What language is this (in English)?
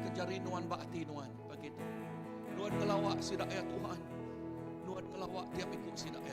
Iban